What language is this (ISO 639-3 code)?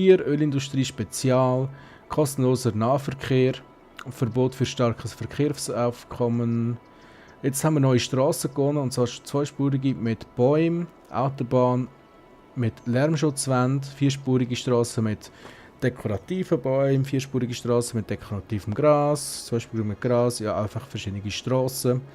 gsw